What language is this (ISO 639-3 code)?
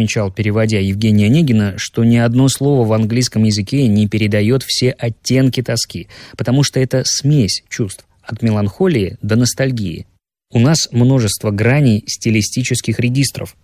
rus